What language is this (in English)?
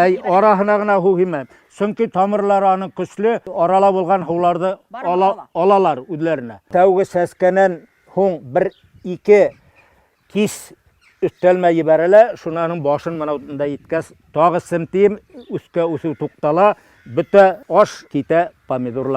Bashkir